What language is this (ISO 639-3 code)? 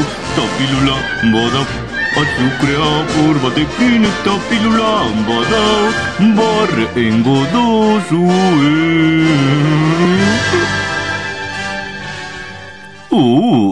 eus